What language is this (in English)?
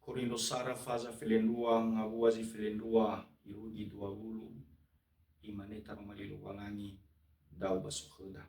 Nias